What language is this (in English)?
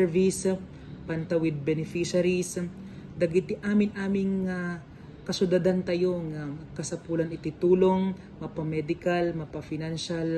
Iloko